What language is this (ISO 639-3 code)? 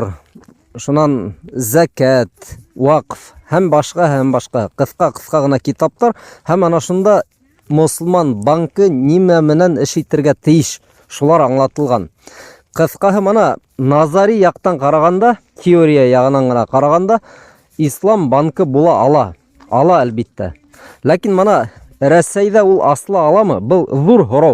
bak